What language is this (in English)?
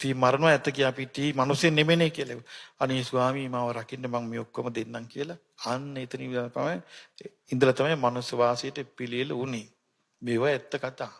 Sinhala